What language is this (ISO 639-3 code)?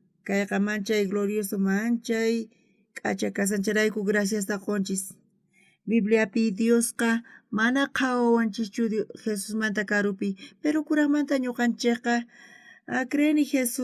quh